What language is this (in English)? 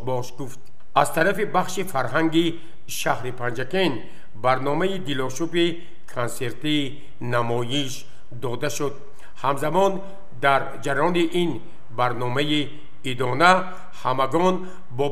Tajik